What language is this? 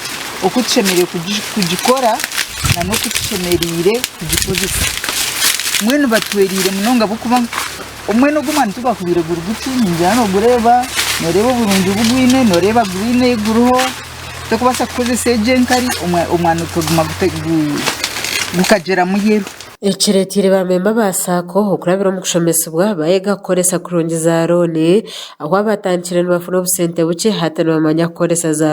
Nyankole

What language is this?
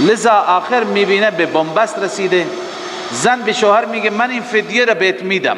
Persian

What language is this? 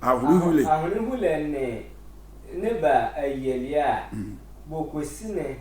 Sehwi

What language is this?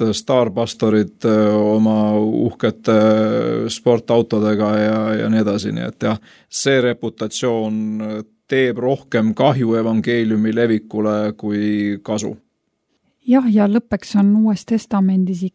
Estonian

